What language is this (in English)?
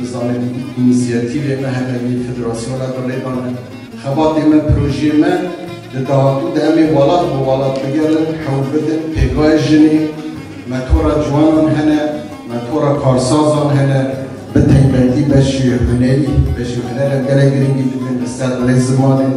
Kurdish